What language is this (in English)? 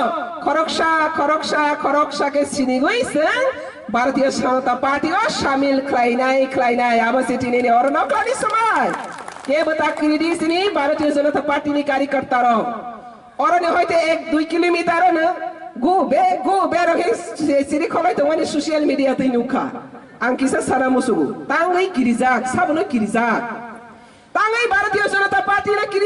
Kok Borok